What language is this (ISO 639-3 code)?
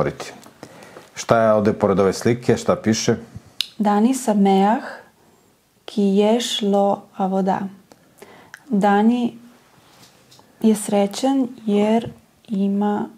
srp